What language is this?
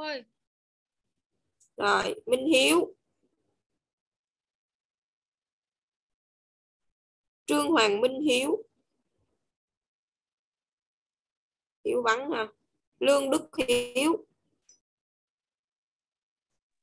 Vietnamese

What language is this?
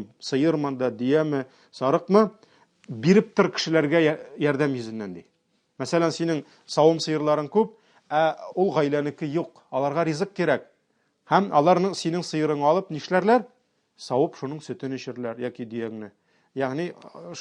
Tatar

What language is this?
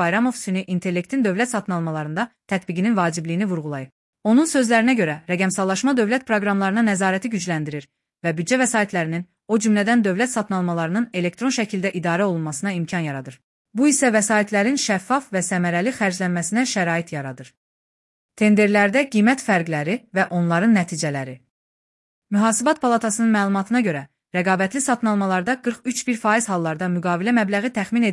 Azerbaijani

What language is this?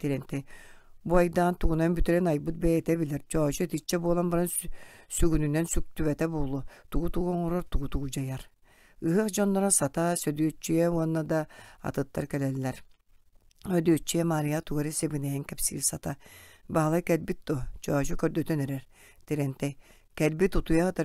Yakut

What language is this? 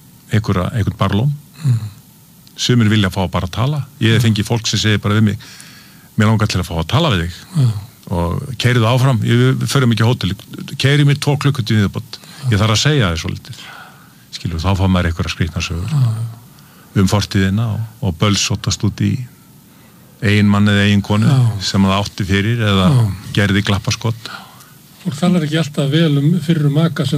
Icelandic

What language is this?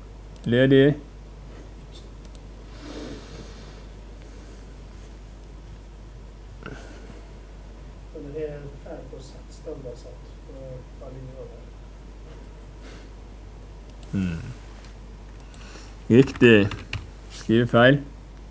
Norwegian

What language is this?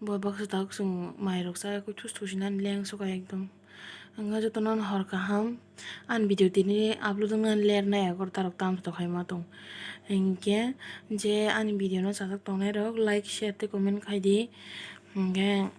Kok Borok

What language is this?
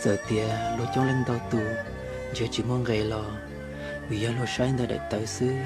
Hmong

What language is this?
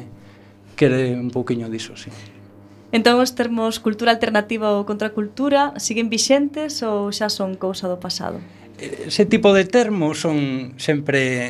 Galician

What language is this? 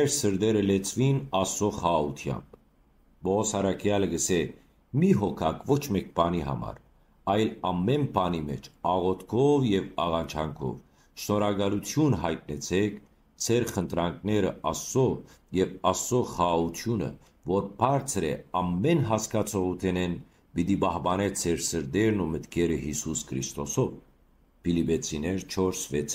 Western Armenian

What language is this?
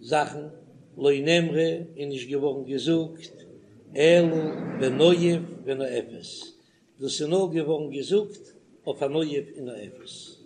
Yiddish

